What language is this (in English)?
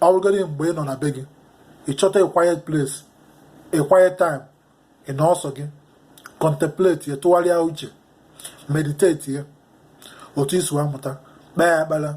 Igbo